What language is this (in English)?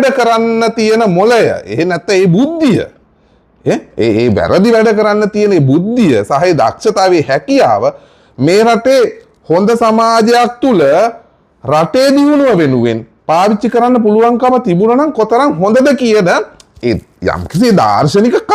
Sinhala